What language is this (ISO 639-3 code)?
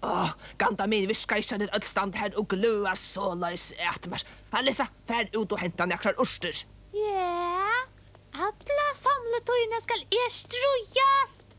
fao